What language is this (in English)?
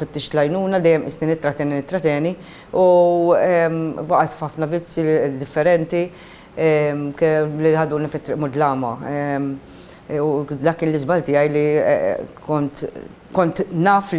Maltese